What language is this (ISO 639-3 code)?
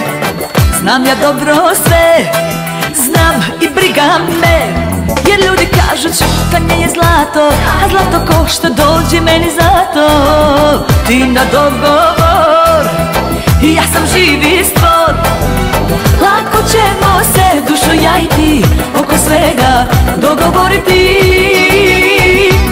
srp